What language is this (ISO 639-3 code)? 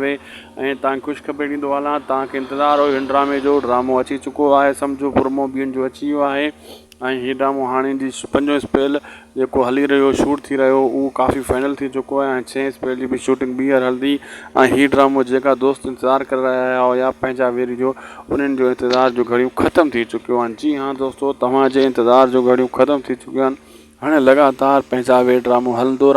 snd